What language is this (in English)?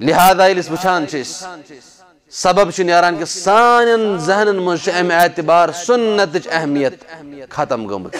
Kashmiri